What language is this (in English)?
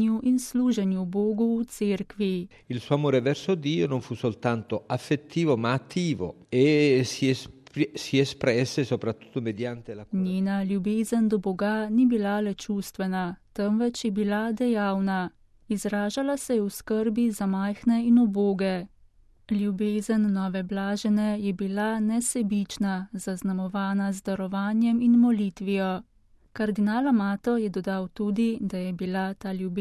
Slovenian